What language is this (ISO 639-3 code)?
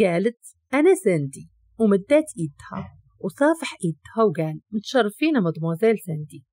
ary